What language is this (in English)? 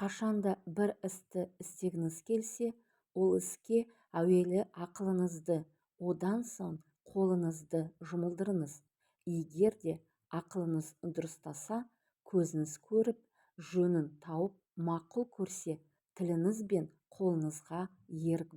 Kazakh